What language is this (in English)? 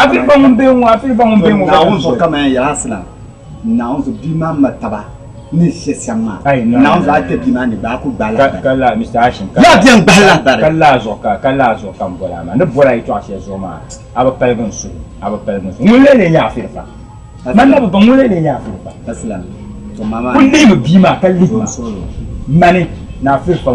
Dagbani